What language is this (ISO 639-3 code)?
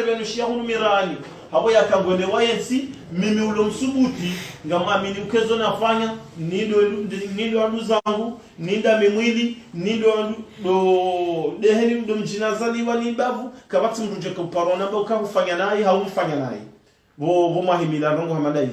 zdj